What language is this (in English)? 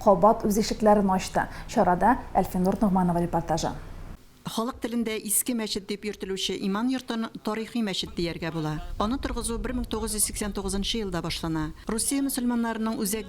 Tatar